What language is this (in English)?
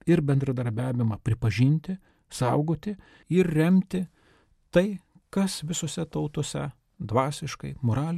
Lithuanian